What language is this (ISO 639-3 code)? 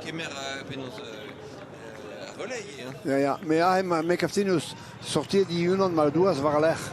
bre